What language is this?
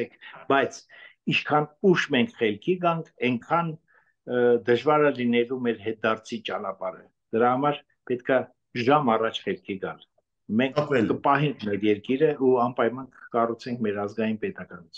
Armenian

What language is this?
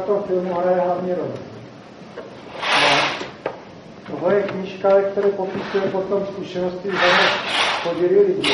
Czech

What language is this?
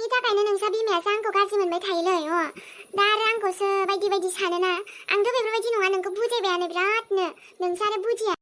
Bodo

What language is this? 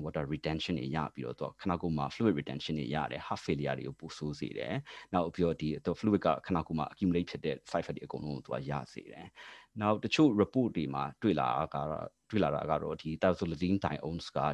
Burmese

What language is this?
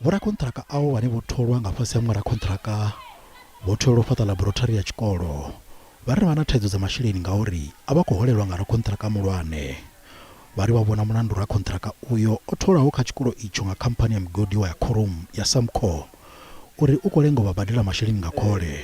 Venda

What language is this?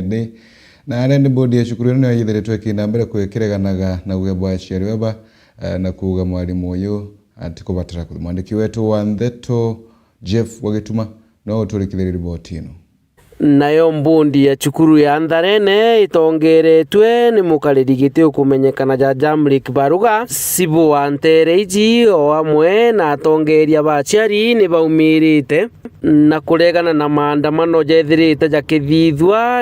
Meru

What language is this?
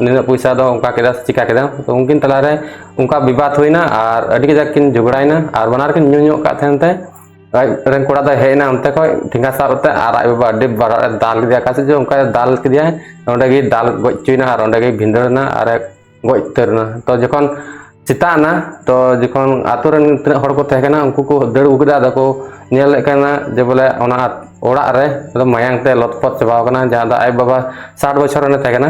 Santali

